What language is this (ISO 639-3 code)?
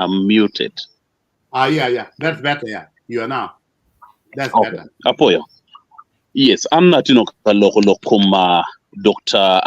ach